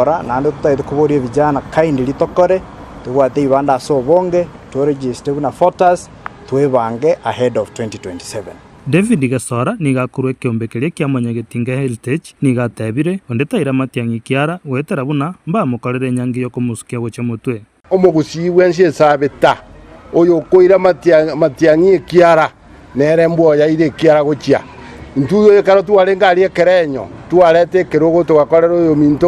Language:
Gusii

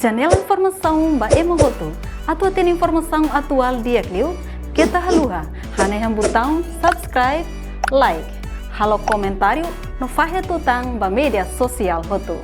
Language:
Tetum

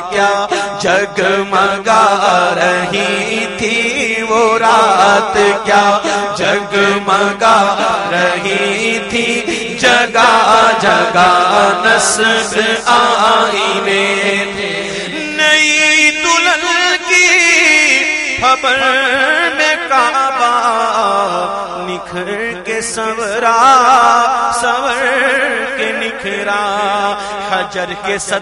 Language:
Urdu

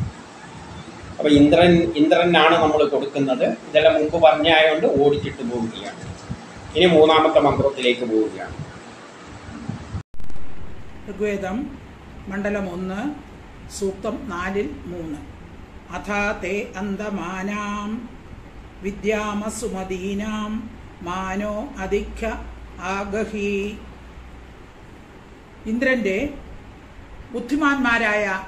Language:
Malayalam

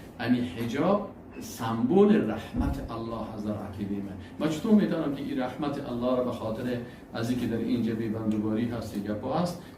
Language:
Persian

